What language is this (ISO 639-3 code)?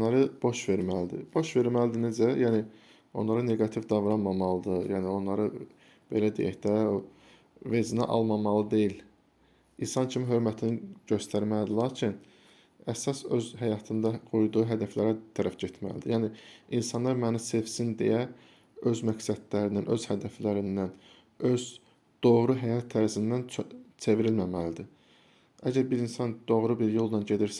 aze